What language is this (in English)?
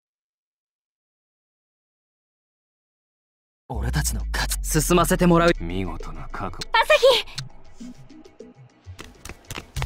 Japanese